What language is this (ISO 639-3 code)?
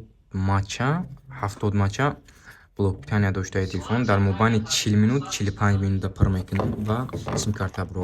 tgk